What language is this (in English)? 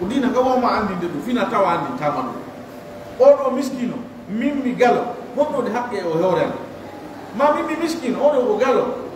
Fula